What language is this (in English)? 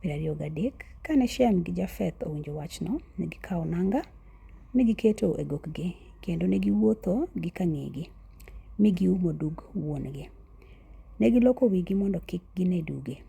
Luo (Kenya and Tanzania)